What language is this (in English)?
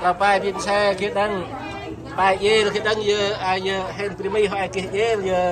Central Mnong